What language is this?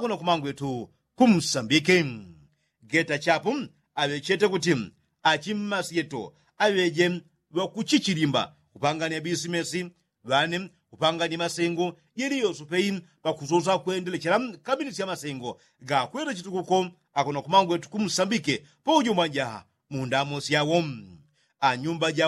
Yao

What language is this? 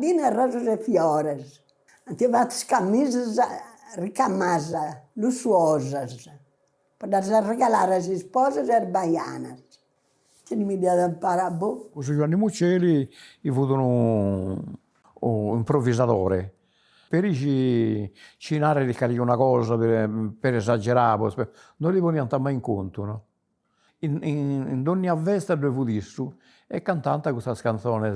Sardinian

